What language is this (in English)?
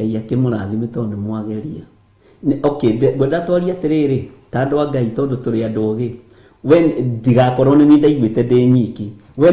Kikuyu